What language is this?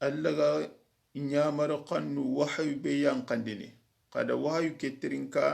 Soninke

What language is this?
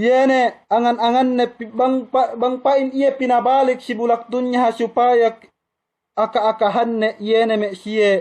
Yakan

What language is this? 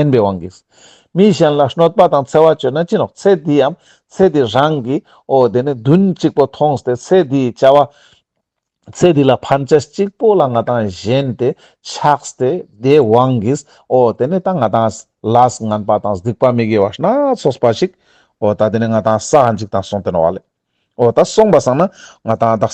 Ladakhi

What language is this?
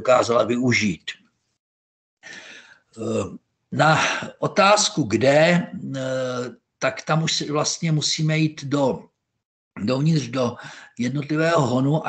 Czech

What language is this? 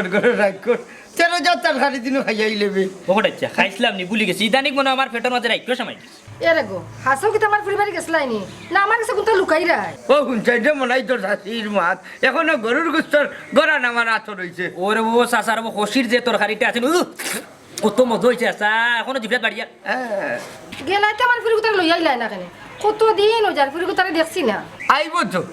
Sylheti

